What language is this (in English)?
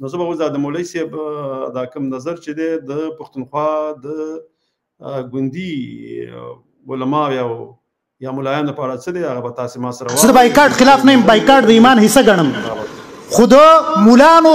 Pashto